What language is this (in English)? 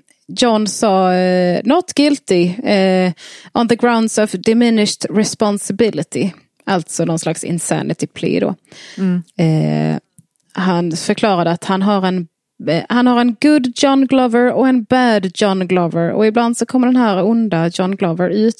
Swedish